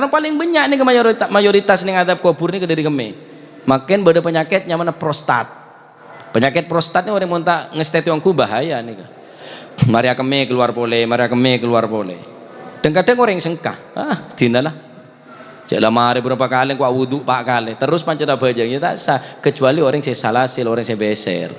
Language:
Madurese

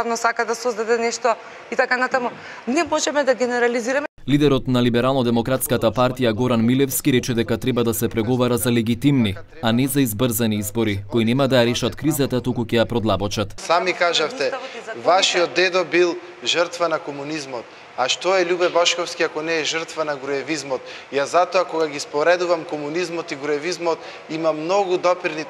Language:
Macedonian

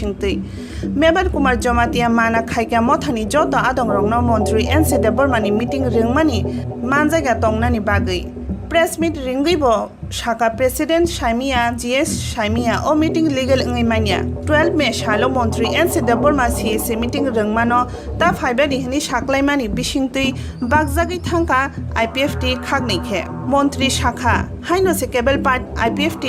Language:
Kok Borok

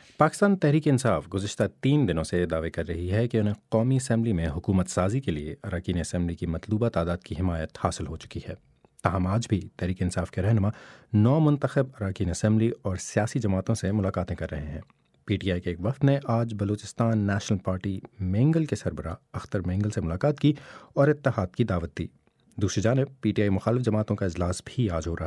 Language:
Urdu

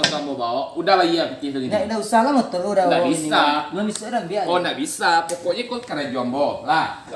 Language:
Minangkabau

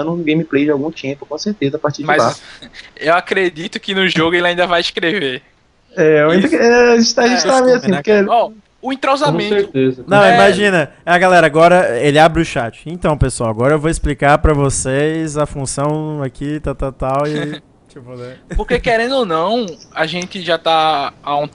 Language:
Portuguese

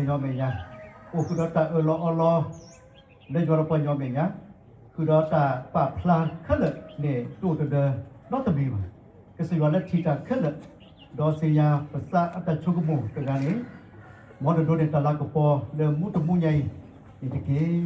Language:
S'gaw Karen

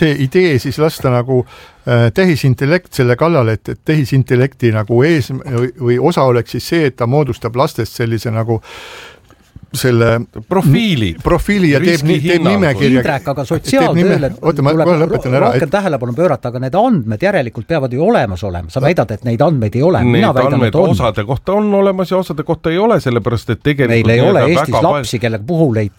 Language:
Estonian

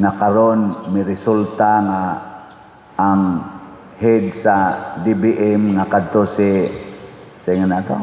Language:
Cebuano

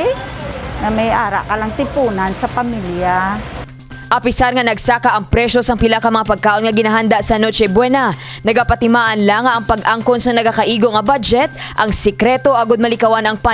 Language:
Hiligaynon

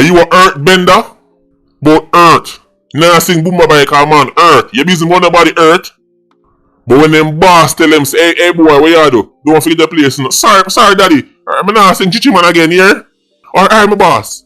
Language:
Jamaican Creole English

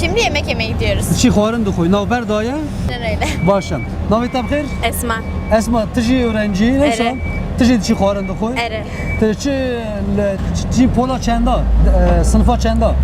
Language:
Kurdish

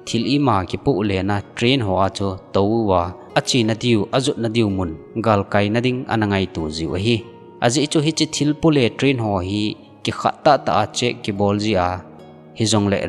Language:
Thado Chin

